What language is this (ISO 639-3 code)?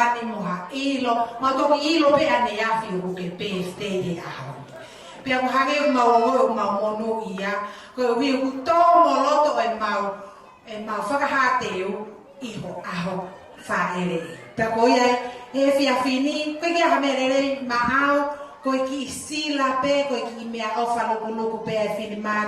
ton